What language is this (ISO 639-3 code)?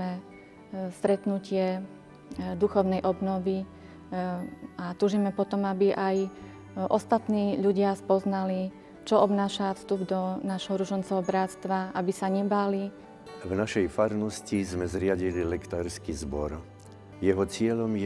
slk